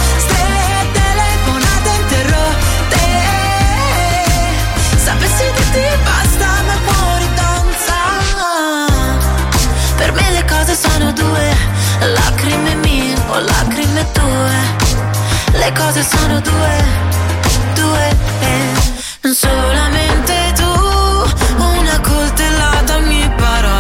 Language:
Italian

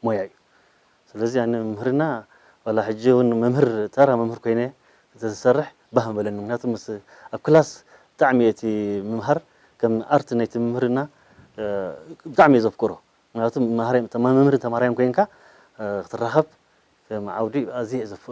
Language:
Tigrinya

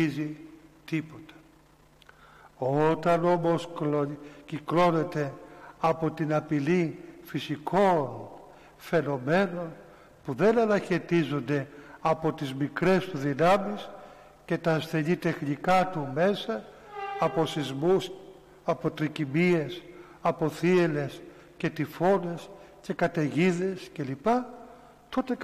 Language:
Greek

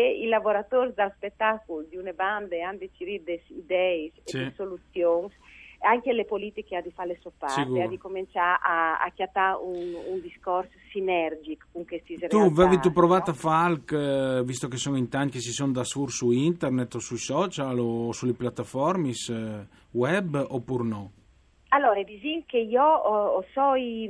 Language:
Friulian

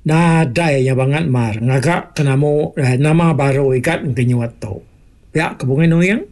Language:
Iban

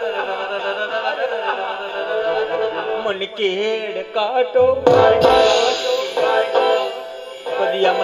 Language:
Gujarati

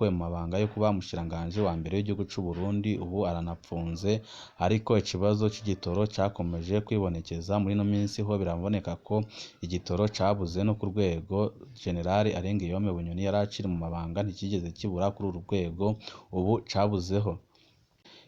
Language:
Rundi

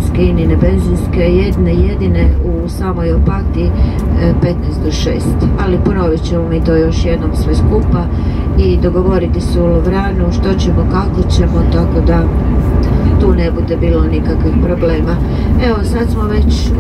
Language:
Croatian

